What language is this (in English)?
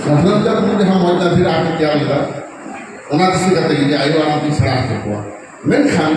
Santali